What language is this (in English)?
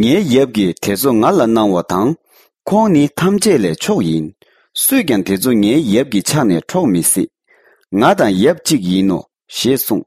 Tibetan